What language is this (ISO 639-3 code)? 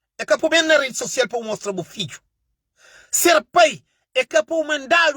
kea